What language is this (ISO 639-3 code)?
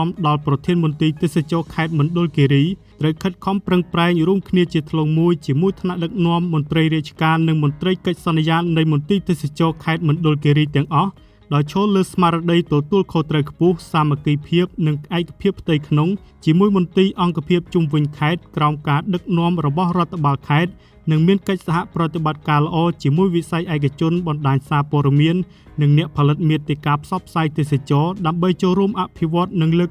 khm